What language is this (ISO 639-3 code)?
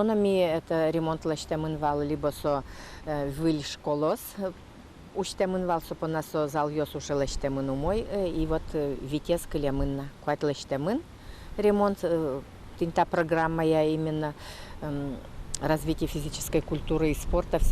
udm